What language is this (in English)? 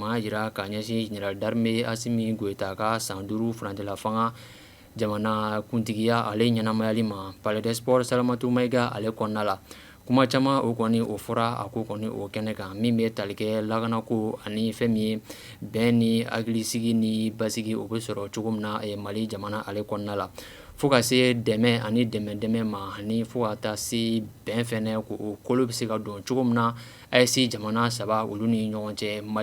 Bambara